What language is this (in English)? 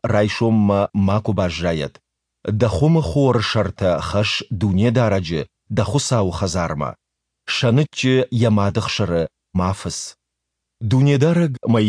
Ossetic